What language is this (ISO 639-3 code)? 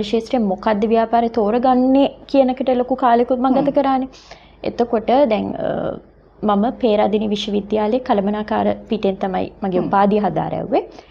sin